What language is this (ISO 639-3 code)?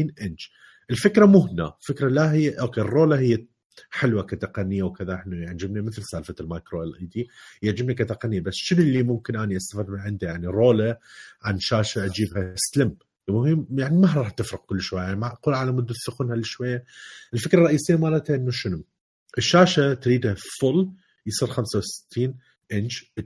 acm